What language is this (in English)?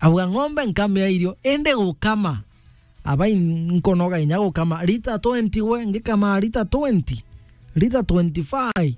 Meru